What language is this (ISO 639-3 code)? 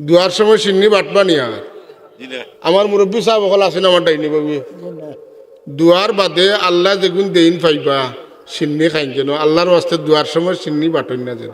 syl